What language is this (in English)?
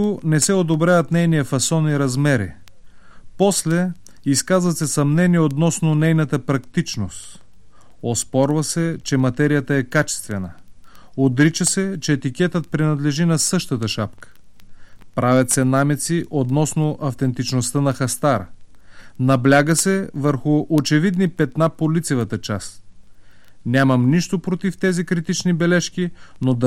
Bulgarian